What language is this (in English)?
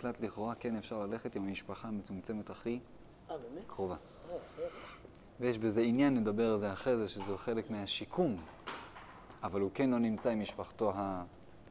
Hebrew